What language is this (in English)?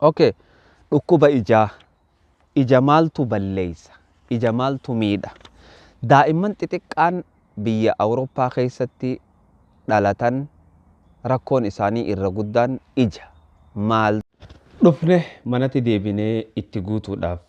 Oromo